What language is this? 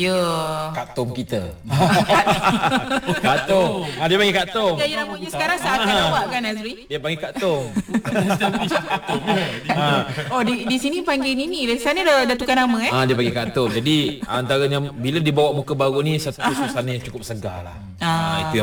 Malay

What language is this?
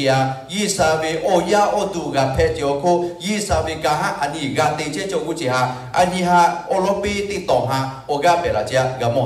Lahu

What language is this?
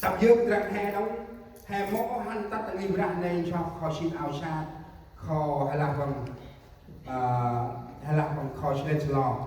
Central Mnong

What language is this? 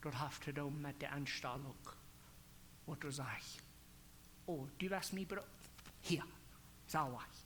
Plautdietsch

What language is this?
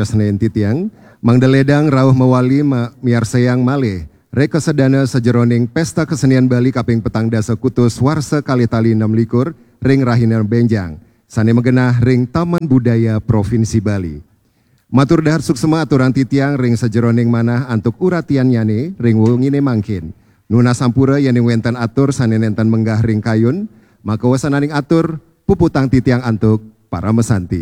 Balinese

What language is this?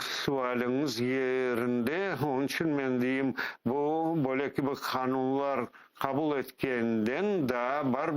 Crimean Tatar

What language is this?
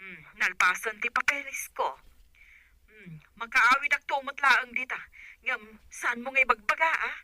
Iloko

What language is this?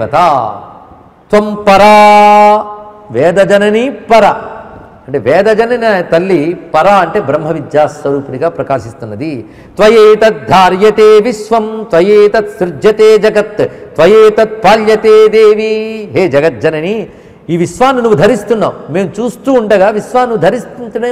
Telugu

